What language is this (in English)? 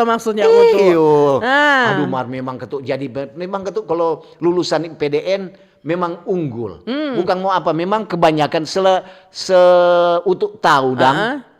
Manado Malay